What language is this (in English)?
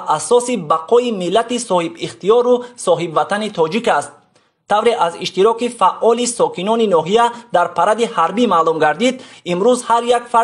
Tajik